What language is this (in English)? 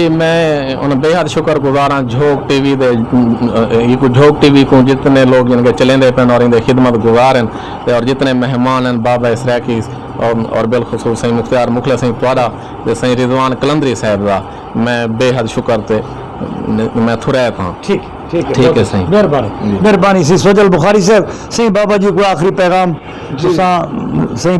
Saraiki